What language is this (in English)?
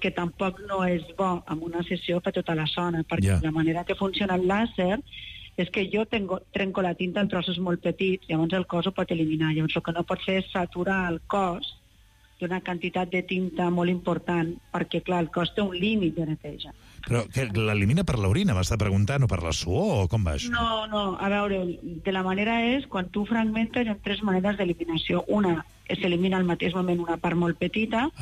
Catalan